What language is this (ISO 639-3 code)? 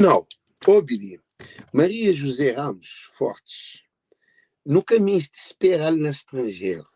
kea